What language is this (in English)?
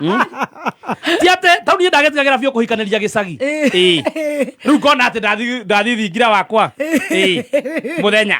Kikuyu